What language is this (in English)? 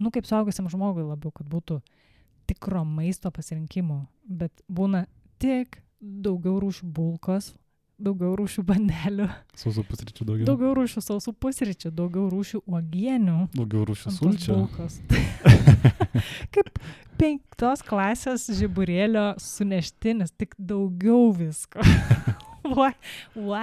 Lithuanian